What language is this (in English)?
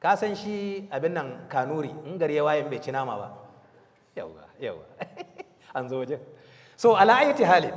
Hausa